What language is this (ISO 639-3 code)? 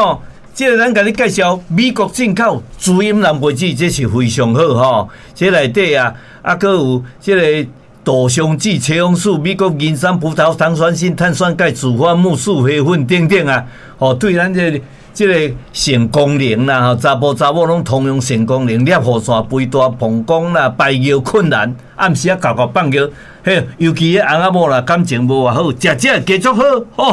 nan